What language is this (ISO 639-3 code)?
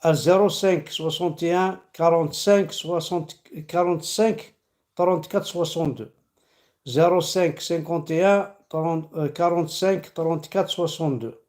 kab